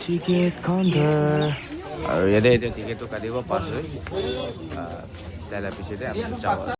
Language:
Naga Pidgin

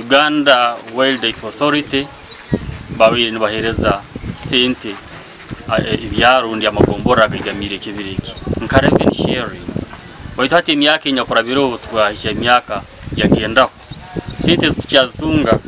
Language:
Nyankole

